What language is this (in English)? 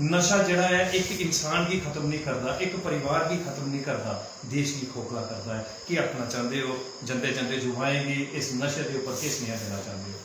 Dogri